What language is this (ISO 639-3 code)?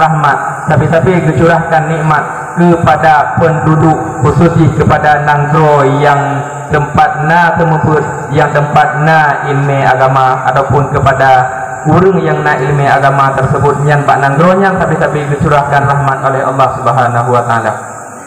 ace